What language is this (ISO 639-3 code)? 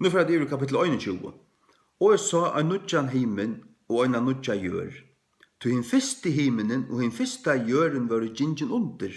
fao